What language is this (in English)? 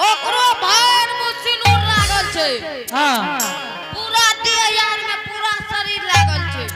Angika